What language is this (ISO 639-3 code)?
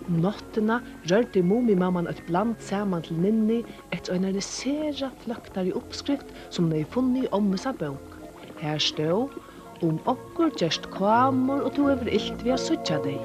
fao